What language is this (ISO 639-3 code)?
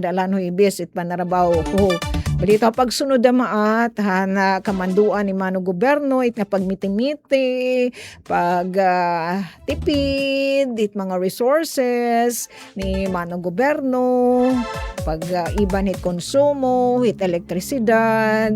war